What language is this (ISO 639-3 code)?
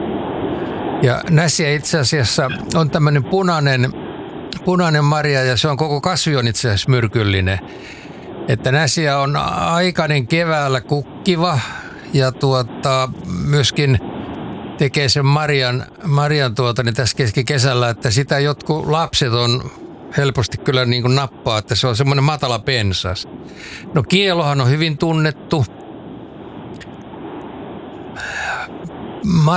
fin